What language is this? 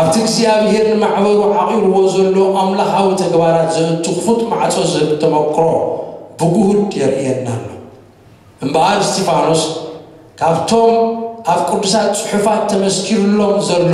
Tigrinya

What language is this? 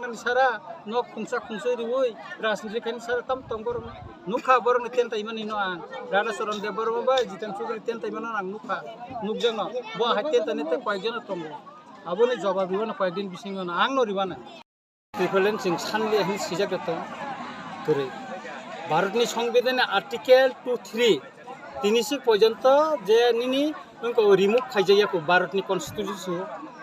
Kok Borok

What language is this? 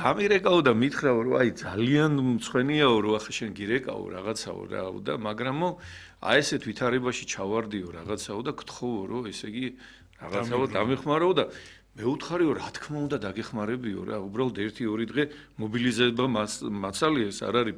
Georgian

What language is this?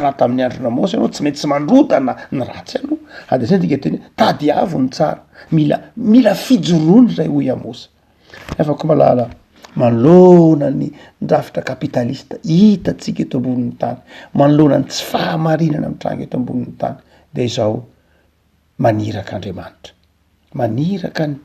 Malagasy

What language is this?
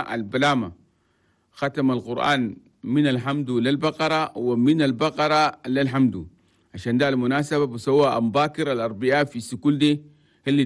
Chadian Arabic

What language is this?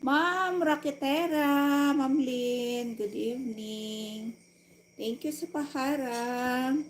Hiligaynon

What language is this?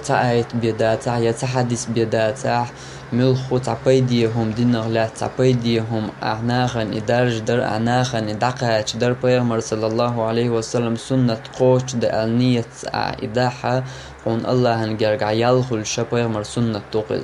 Chechen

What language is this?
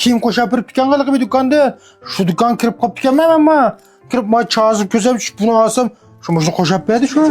Uyghur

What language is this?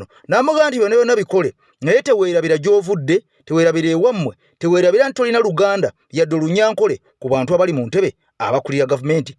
Ganda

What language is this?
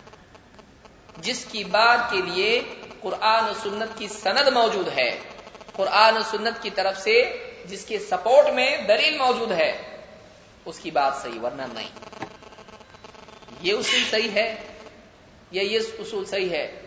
Urdu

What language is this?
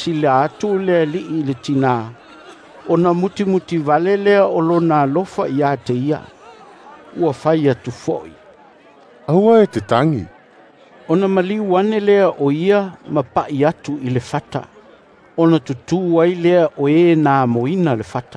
Samoan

